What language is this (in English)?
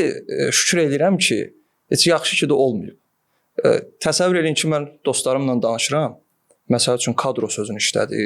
Azerbaijani